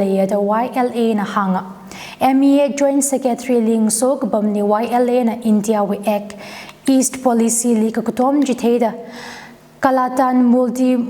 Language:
Tangkhul Naga (India)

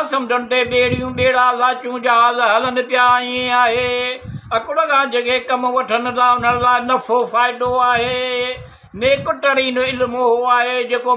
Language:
Sindhi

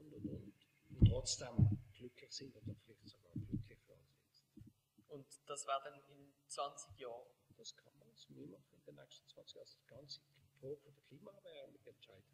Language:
Swiss German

